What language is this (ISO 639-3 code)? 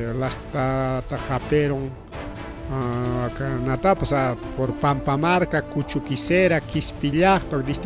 quy